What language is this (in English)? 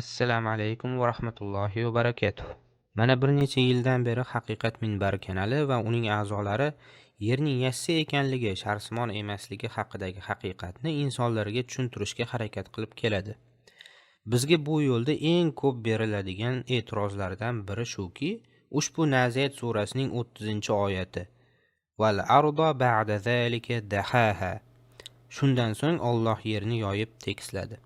Uzbek